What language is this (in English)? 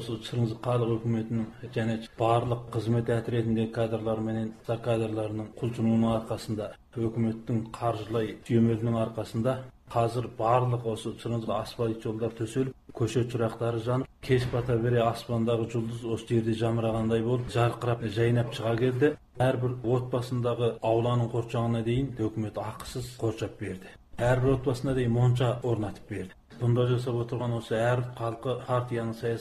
Kazakh